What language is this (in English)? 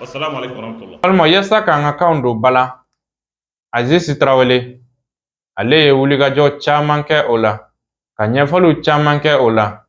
Bambara